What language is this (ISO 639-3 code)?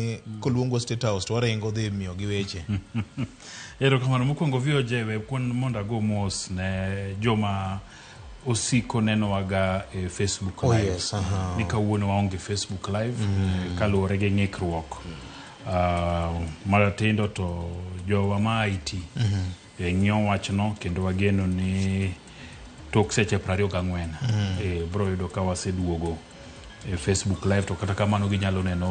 luo